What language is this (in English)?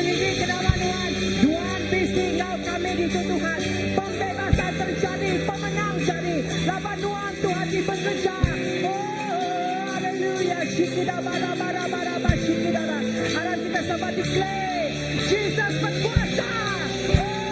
Iban